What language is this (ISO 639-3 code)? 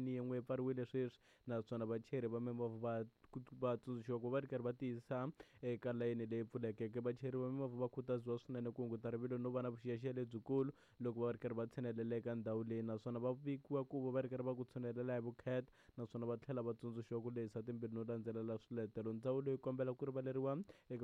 tso